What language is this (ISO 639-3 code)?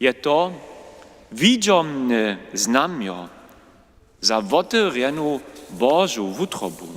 hsb